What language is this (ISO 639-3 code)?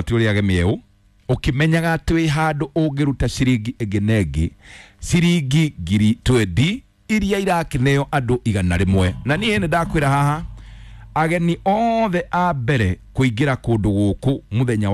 kik